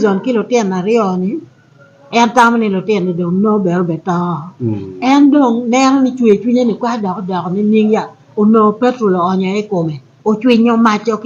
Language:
Acoli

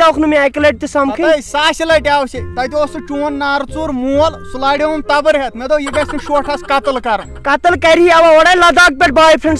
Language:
Kashmiri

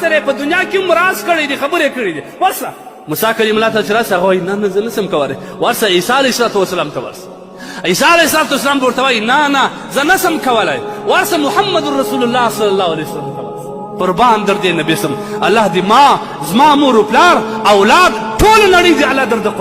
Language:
Pashto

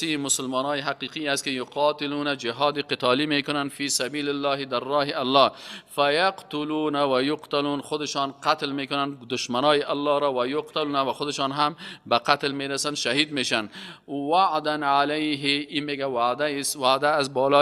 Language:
Persian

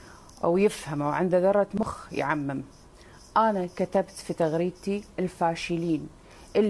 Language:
Mesopotamian Arabic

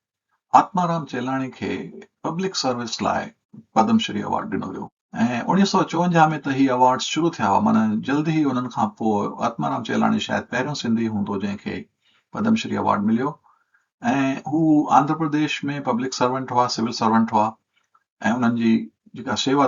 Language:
Sindhi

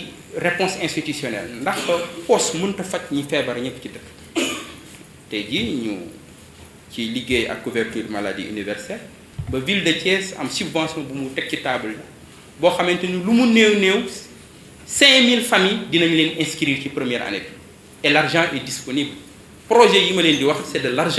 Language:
Wolof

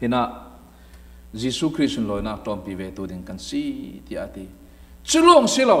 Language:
Falam Chin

